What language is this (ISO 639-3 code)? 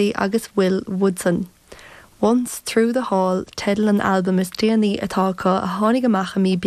gle